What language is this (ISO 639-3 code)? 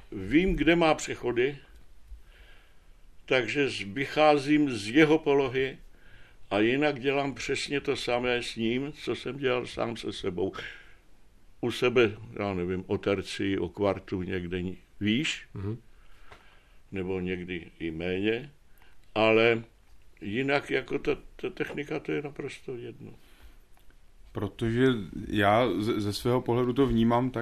ces